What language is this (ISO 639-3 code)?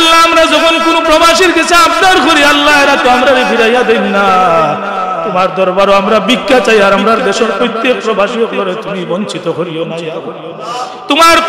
syl